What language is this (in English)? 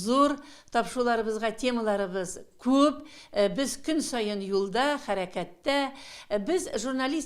Tatar